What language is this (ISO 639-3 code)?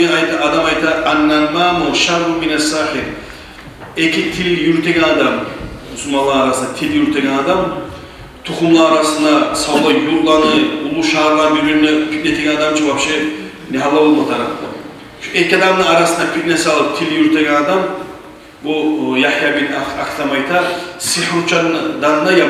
kum